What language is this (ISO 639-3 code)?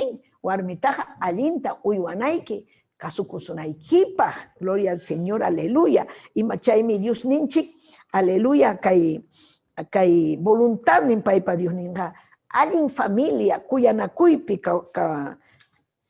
quy